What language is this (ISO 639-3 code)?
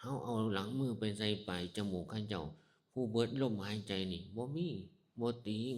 tts